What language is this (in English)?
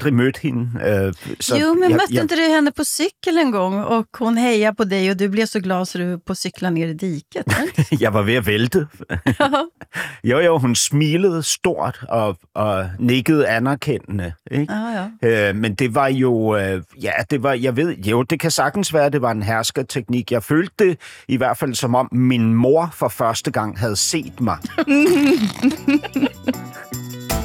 Danish